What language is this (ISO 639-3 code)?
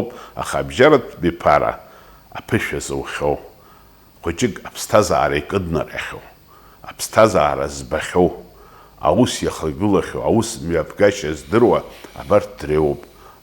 abk